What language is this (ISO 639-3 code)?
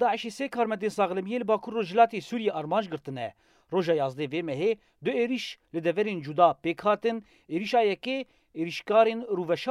kur